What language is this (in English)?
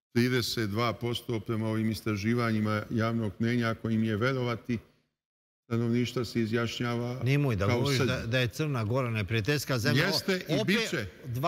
Serbian